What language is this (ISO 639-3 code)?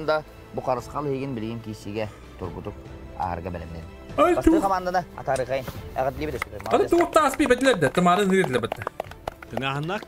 sah